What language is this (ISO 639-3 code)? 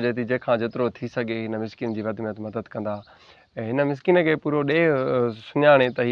snd